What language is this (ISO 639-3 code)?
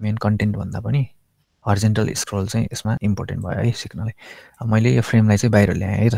nep